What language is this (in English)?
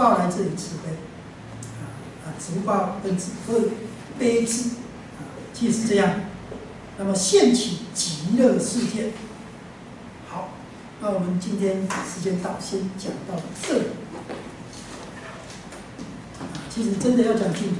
Chinese